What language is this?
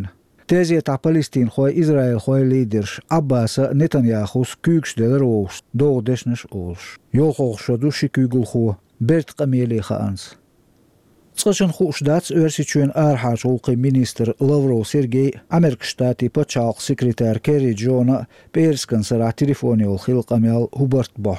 Chechen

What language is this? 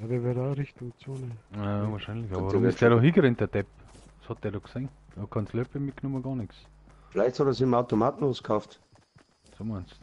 Bavarian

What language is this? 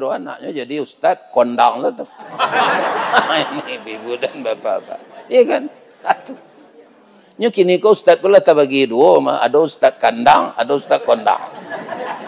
Minangkabau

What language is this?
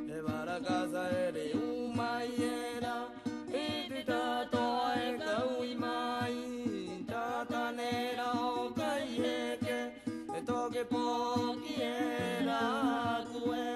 Rapanui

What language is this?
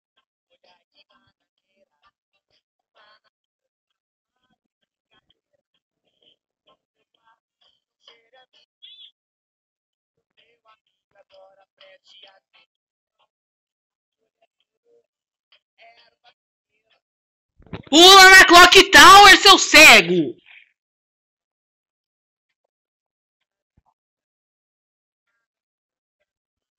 Portuguese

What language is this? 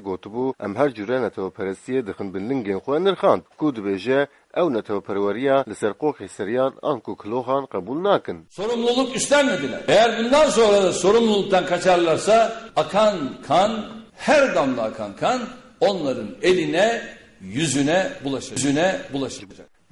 Kurdish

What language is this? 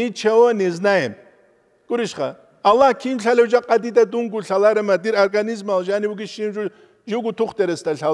Avaric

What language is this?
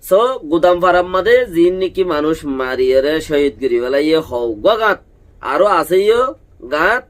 Rohingya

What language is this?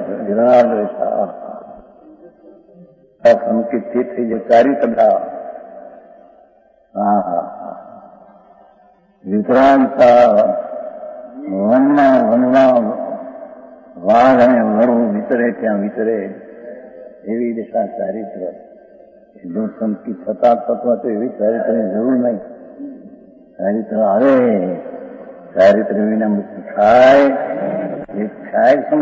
Gujarati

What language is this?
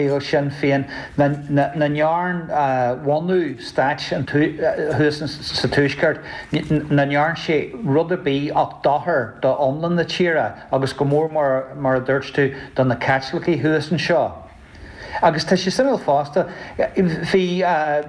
Irish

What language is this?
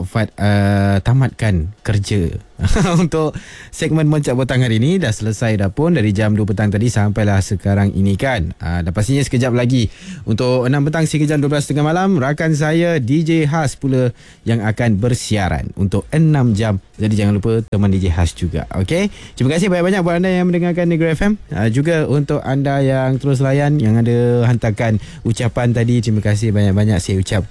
Malay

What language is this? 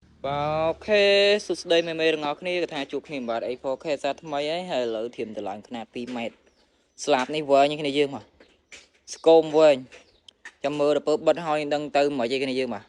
Khmer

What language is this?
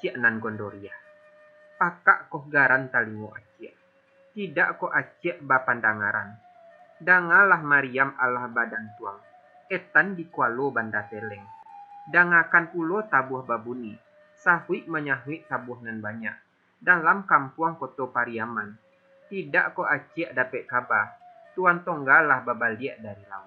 Minangkabau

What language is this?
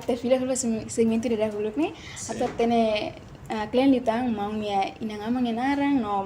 Tetum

